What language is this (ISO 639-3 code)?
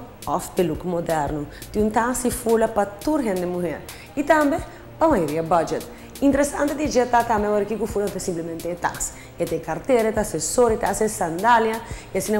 pap